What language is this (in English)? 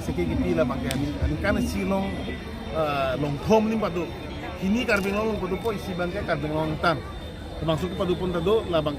Karbi